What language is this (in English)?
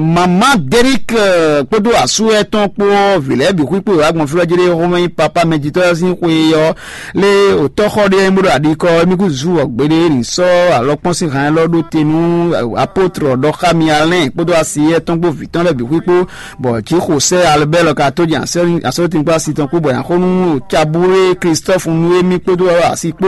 Fon